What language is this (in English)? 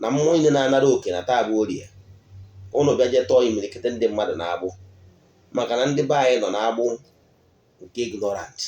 Igbo